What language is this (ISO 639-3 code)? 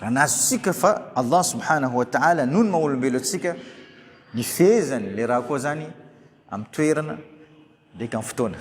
mlg